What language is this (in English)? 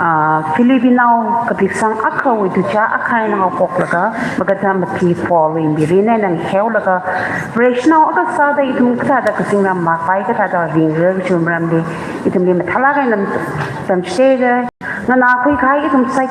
Tangkhul Naga (India)